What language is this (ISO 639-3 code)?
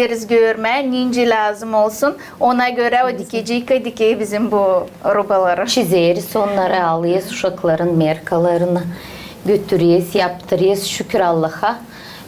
gag